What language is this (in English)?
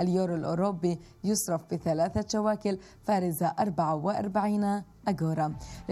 South Levantine Arabic